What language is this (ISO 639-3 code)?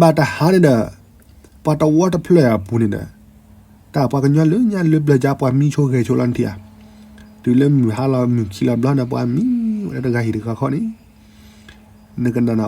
ksw